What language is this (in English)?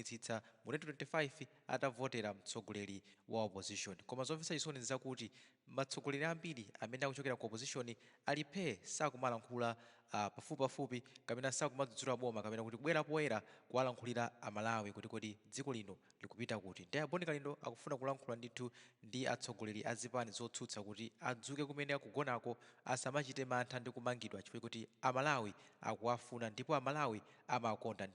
Nyanja